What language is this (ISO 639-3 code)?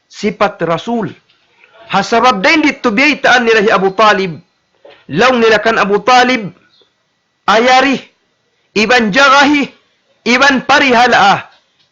tsg